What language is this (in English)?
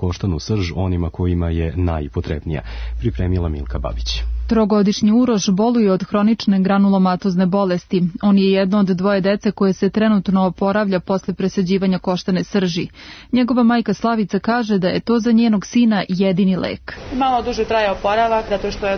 Serbian